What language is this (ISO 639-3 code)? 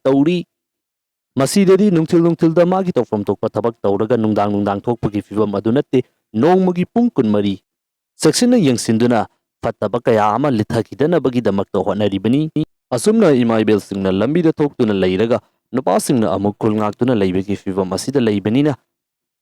mni